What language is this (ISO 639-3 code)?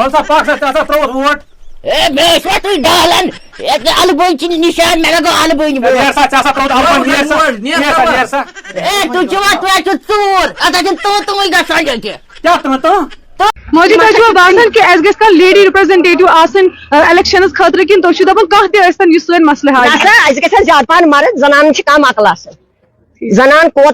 kas